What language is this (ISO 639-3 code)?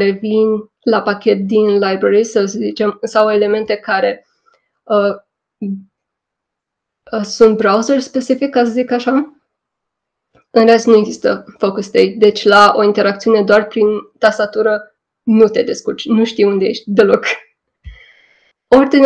ron